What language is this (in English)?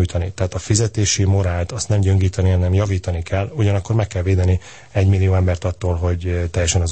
Hungarian